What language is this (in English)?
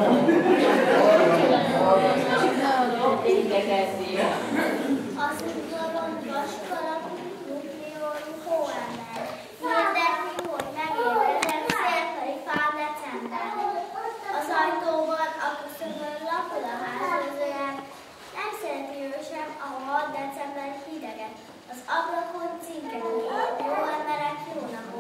Hungarian